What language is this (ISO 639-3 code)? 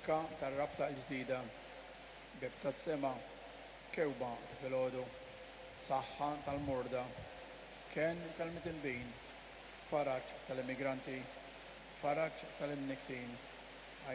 mlt